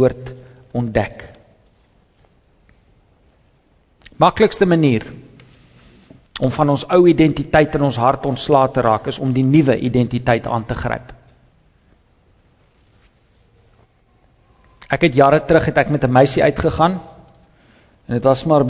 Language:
Afrikaans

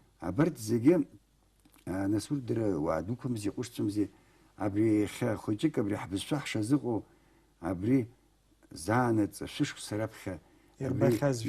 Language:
Abkhazian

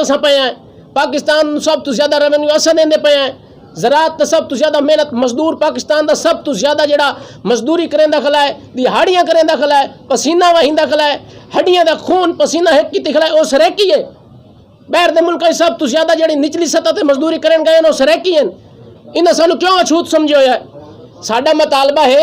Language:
Saraiki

